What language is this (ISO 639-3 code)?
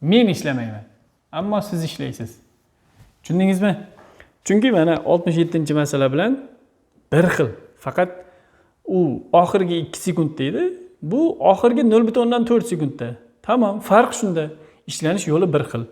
uzb